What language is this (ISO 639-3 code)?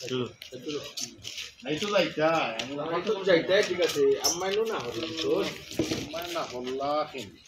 syl